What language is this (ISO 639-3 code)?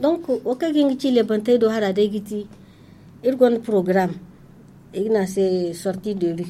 dje